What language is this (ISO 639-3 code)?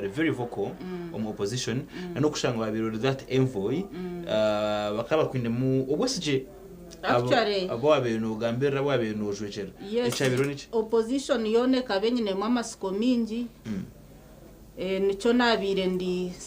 nyn